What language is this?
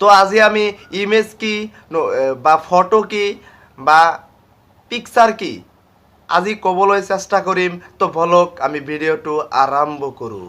Assamese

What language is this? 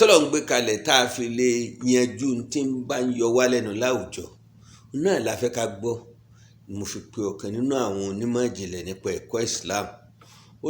Yoruba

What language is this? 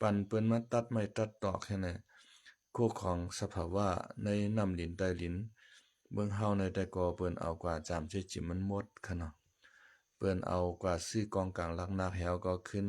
Shan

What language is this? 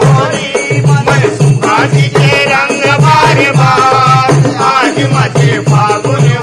Chhattisgarhi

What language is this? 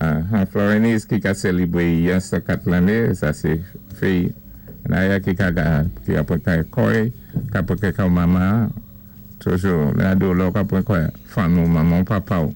Saint Lucian Creole French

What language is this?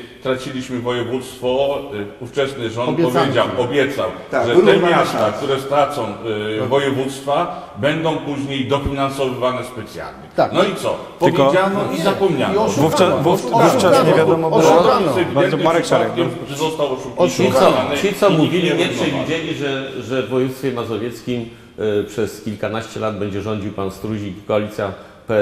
Polish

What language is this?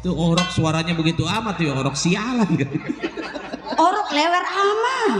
Betawi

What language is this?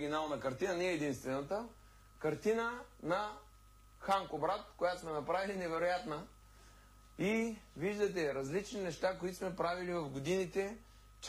Bulgarian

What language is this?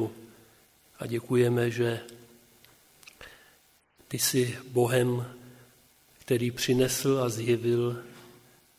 Czech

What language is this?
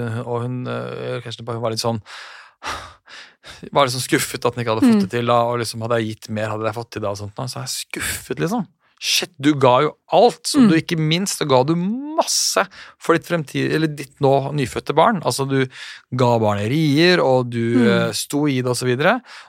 Norwegian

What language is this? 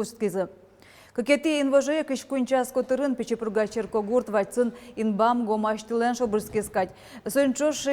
Udmurt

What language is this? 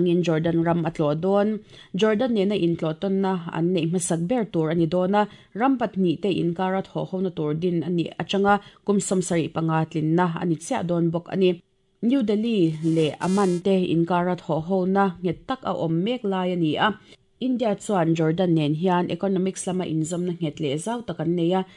Mizo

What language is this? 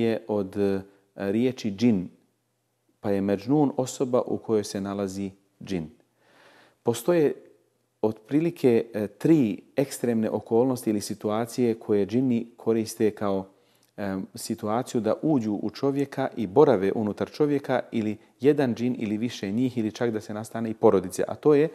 Bosnian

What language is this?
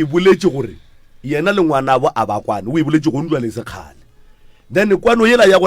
Northern Sotho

